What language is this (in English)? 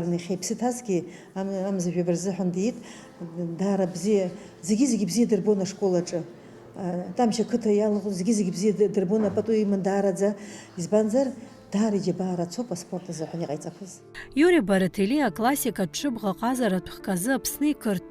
Abkhazian